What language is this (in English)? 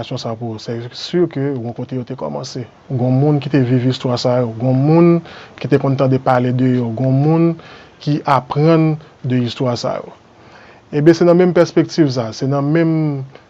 Haitian Creole